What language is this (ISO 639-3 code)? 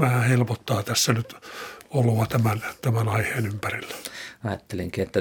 fin